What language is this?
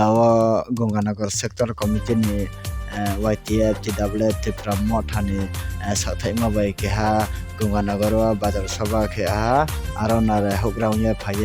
Kok Borok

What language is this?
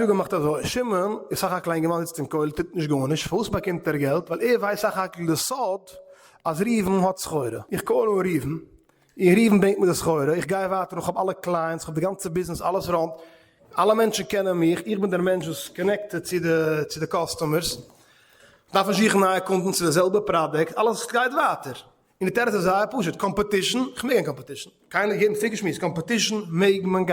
Yiddish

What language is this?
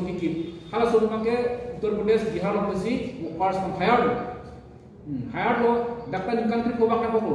Karbi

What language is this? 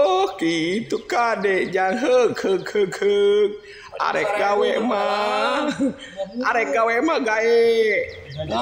Sundanese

